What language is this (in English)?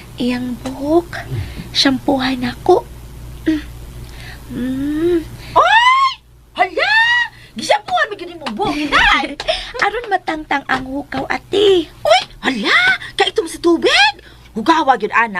Cebuano